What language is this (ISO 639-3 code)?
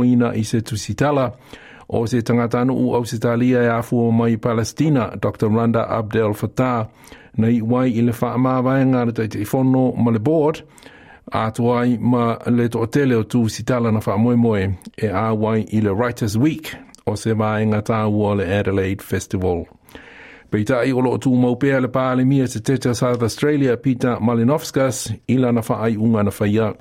smo